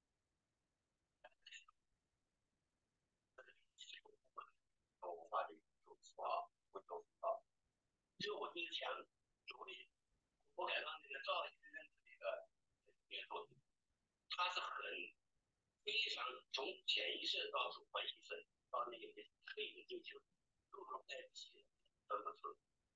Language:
Chinese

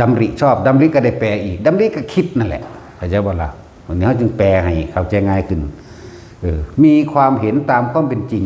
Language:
Northeastern Thai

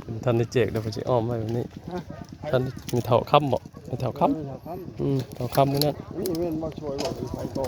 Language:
Northeastern Thai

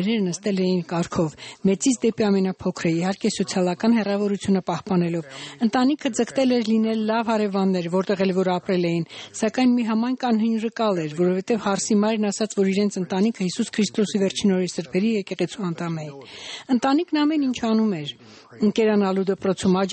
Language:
Armenian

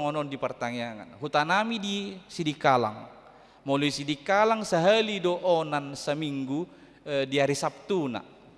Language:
Batak Toba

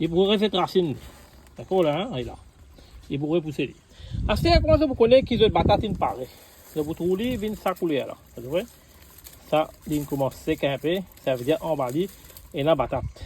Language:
Morisyen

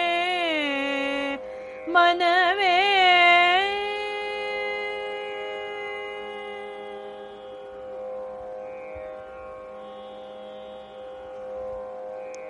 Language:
Kannada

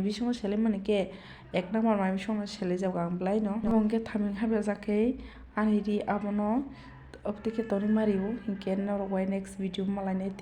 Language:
Kok Borok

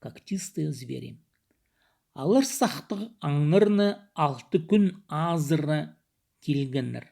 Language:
Khakas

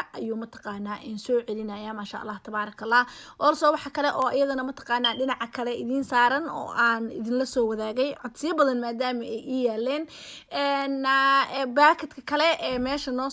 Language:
Somali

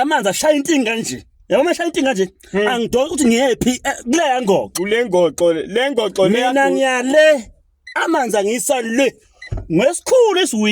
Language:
Zulu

